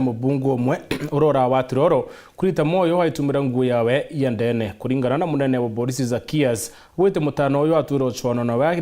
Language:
Meru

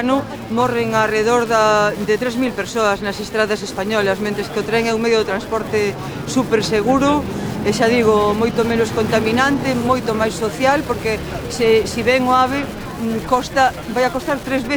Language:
Galician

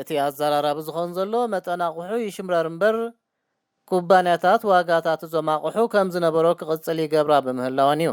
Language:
Tigrinya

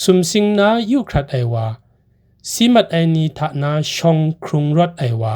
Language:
Kachin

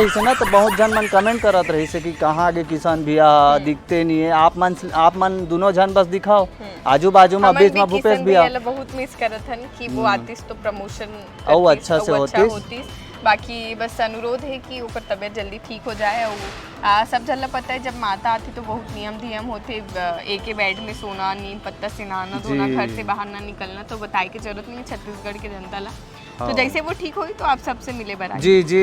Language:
Chhattisgarhi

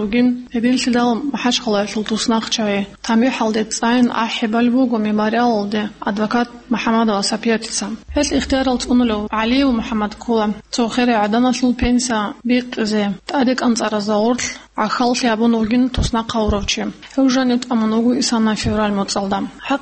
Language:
Avaric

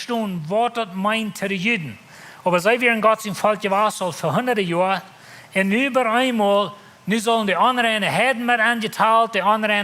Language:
Plautdietsch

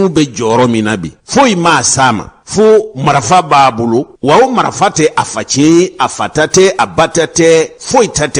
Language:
Bambara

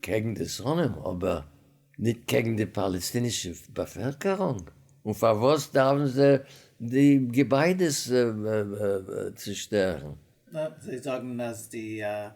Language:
Yiddish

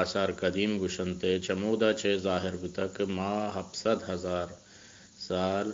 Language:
Eastern Balochi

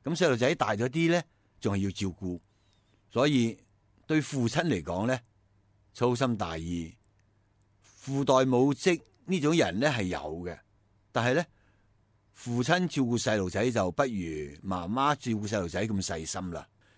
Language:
Cantonese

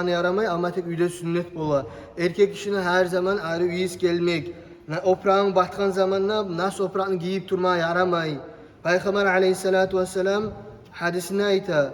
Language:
Kumyk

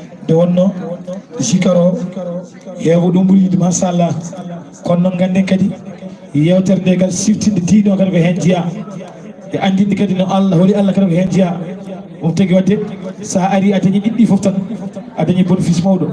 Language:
Fula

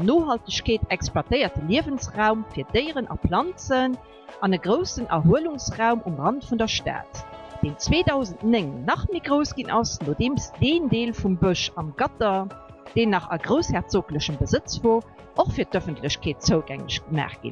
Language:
Luxembourgish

